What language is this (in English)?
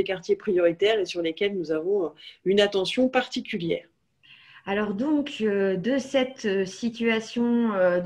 French